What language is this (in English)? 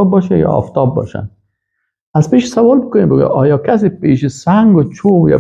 Persian